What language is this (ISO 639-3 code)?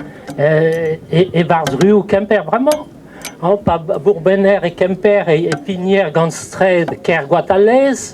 bre